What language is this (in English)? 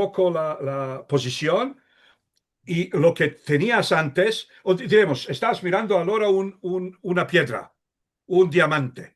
Ladino